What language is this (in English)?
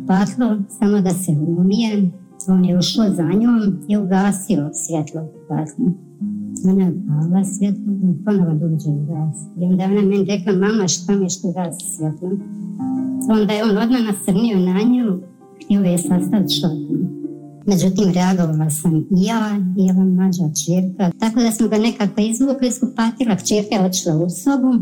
Bosnian